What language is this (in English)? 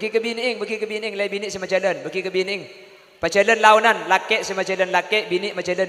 Madurese